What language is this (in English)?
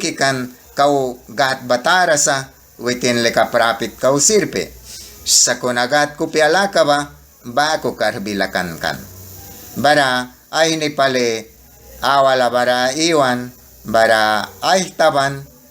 Mískito